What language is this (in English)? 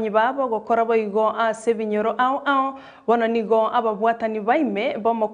Gusii